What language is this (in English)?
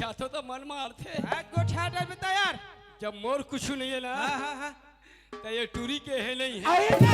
Chhattisgarhi